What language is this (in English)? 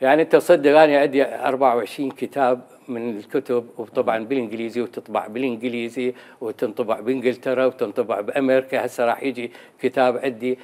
Mesopotamian Arabic